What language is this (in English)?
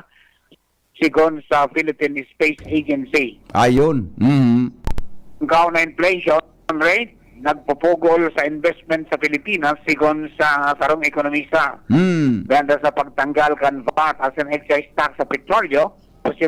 Bikol